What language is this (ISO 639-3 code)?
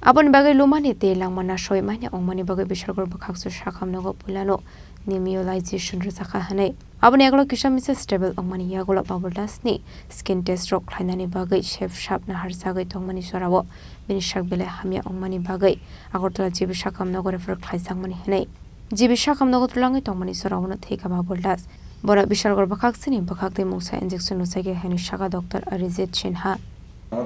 trp